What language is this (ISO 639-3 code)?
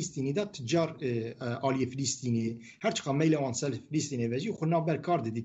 kur